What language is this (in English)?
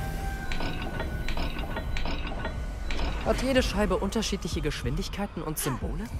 German